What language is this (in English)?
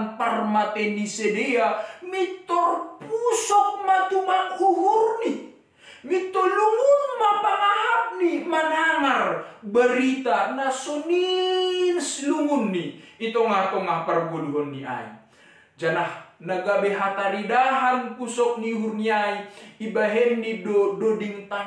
Batak Simalungun